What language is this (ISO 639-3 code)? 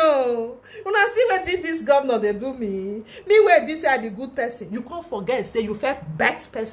pcm